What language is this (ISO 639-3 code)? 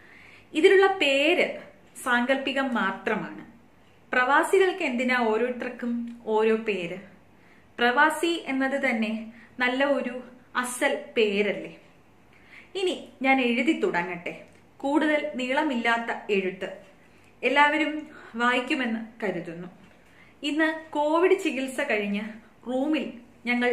mal